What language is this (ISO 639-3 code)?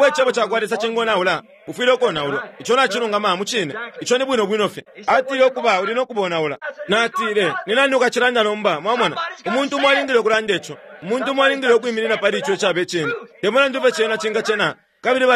bem